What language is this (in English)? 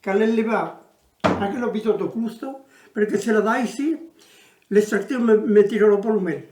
Occitan